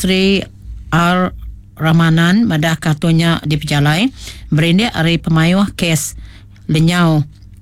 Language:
Iban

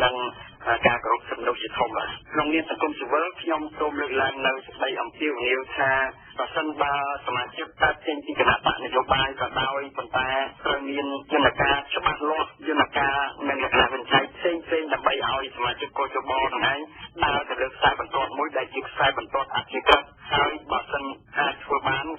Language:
Khmer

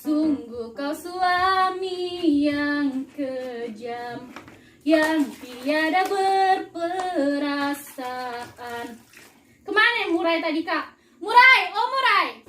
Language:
Musi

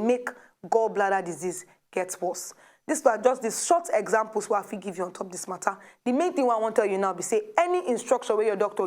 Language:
Nigerian Pidgin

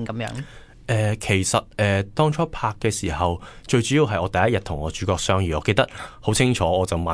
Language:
Cantonese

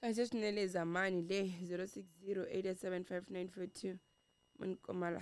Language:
Tsonga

